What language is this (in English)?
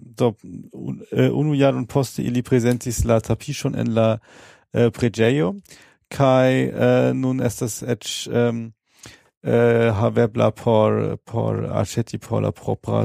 Esperanto